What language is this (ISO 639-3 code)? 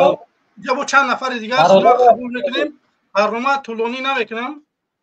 tgk